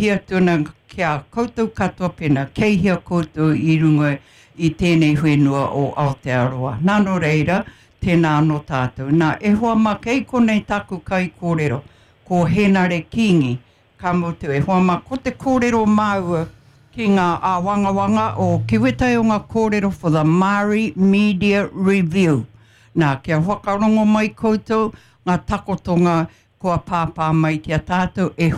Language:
Māori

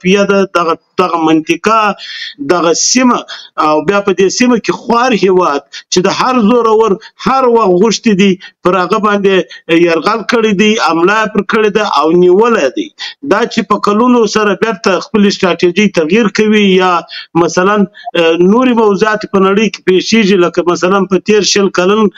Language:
Pashto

